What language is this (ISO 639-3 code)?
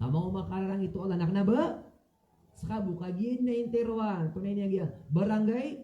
mrw